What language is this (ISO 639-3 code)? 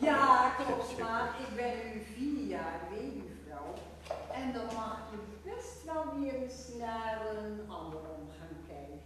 gos